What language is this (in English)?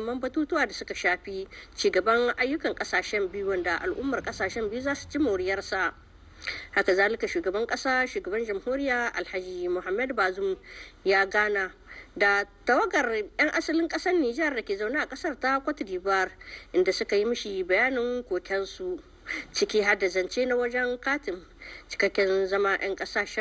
Hausa